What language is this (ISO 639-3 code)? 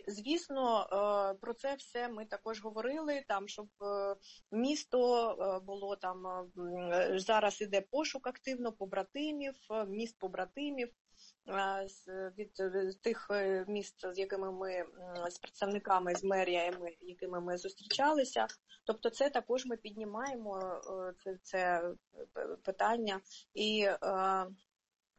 ukr